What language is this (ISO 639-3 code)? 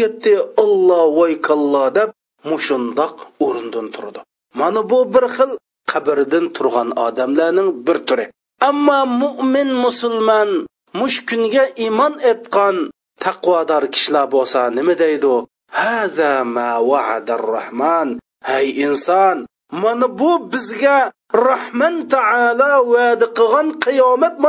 uig